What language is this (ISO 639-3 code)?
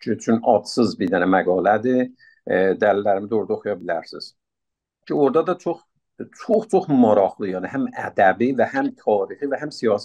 azb